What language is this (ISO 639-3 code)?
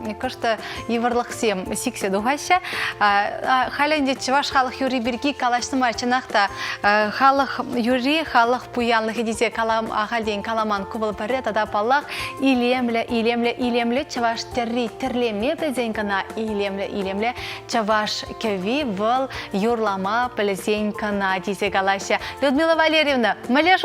chv